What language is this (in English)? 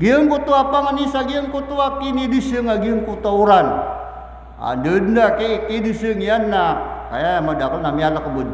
Maranao